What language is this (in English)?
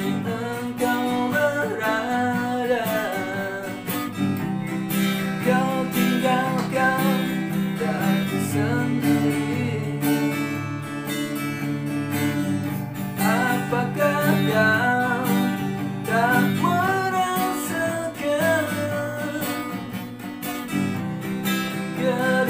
Indonesian